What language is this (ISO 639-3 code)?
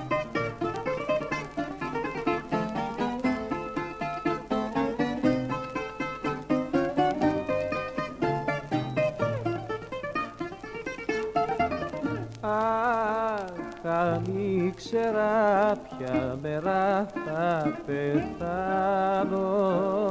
ell